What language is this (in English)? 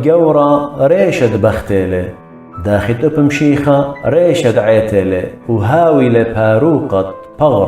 Assyrian Neo-Aramaic